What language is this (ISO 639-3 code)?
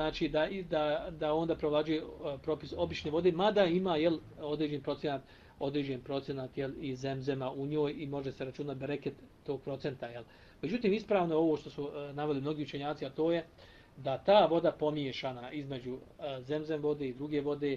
bos